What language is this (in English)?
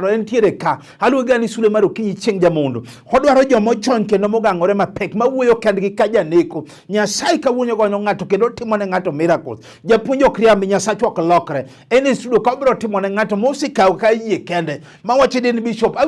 Luo (Kenya and Tanzania)